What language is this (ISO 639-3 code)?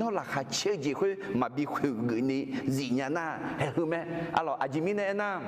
ahk